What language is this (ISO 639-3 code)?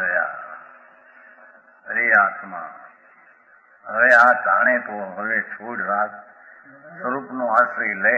guj